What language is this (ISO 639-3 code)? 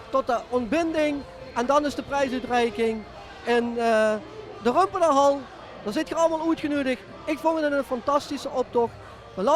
lim